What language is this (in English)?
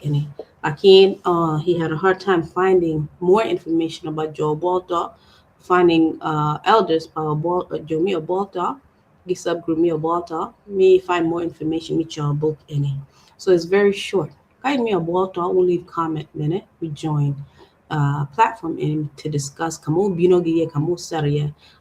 Acoli